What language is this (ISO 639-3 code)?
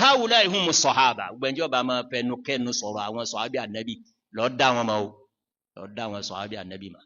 yor